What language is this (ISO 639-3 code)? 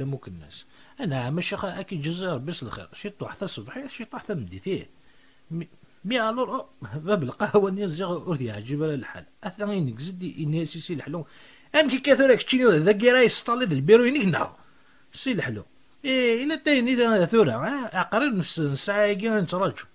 kab